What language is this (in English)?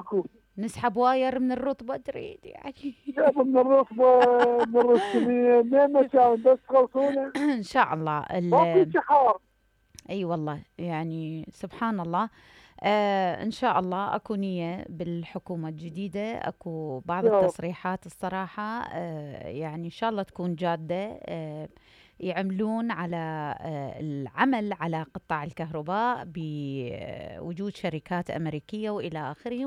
Mesopotamian Arabic